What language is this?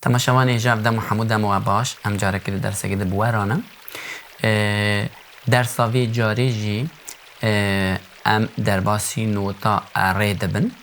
Kurdish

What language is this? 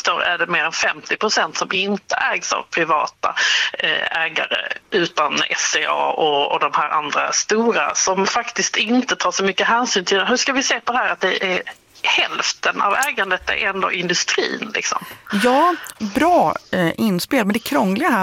Swedish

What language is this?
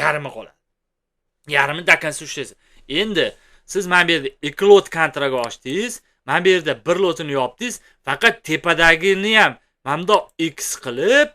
Uzbek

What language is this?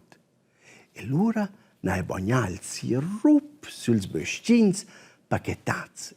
Romansh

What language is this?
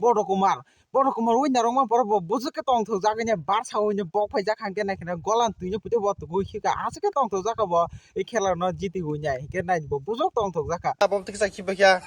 Kok Borok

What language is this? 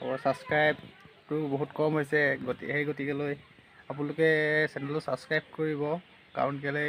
Assamese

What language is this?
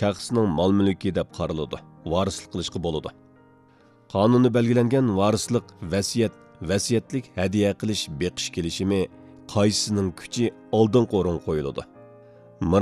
Uyghur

